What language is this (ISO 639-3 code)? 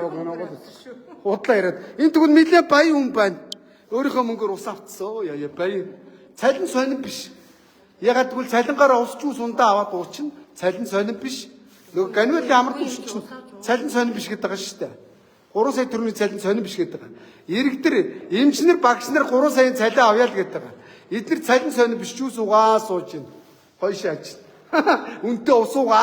mon